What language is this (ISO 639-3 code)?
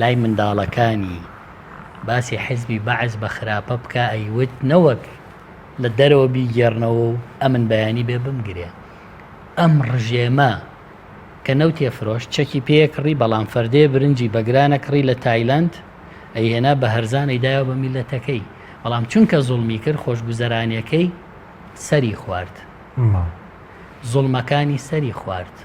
ckb